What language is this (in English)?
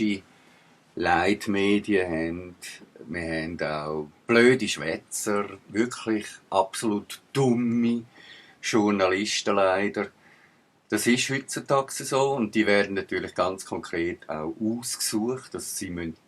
Swiss German